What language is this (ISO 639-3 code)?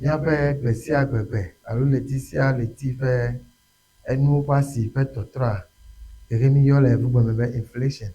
ewe